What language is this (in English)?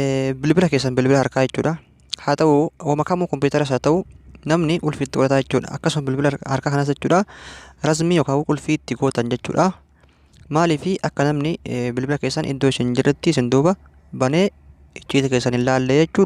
Oromo